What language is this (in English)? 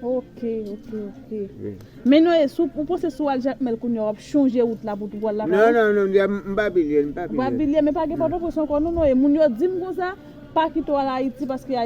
Haitian Creole